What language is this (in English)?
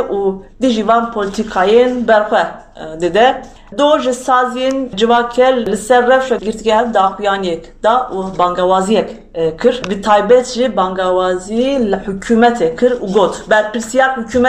Kurdish